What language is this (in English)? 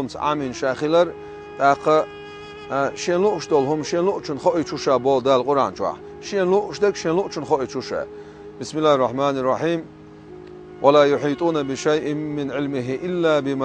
Chechen